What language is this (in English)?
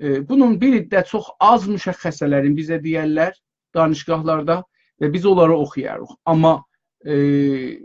South Azerbaijani